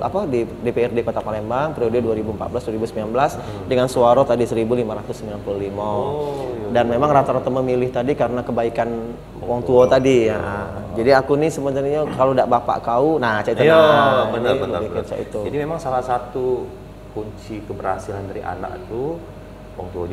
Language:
Musi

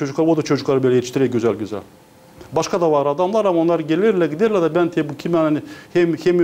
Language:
Gagauz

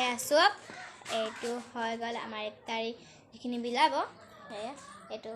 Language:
Assamese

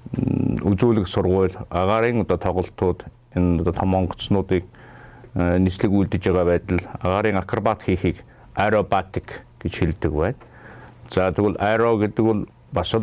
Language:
Mongolian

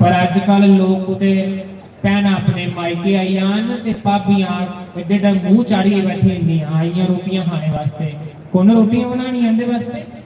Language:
Dogri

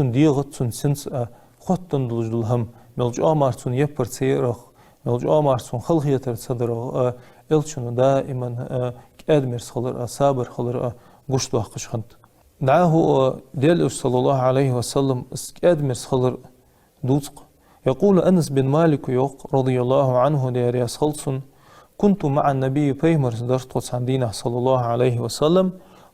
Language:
Ingush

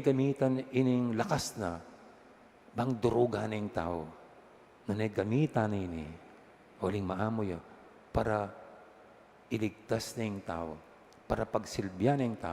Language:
Pampanga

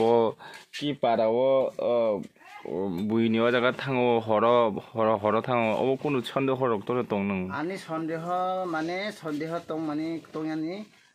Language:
Kok Borok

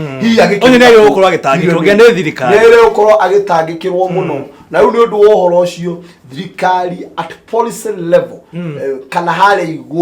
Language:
Kikuyu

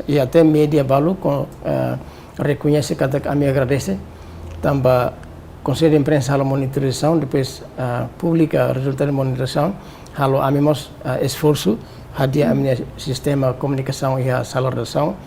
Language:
Tetum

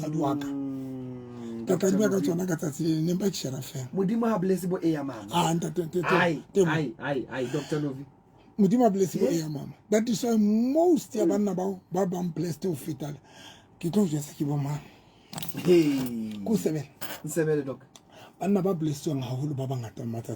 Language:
Southern Sotho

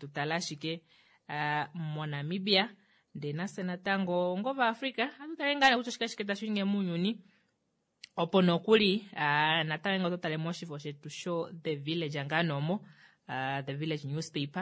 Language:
Kuanyama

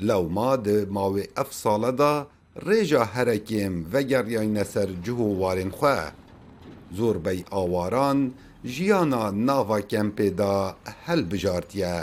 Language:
Kurdish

